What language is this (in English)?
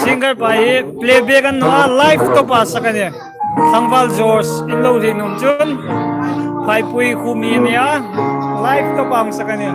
Hmar